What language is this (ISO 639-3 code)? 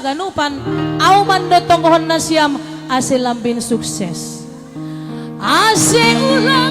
bts